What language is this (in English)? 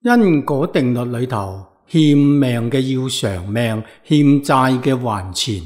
Cantonese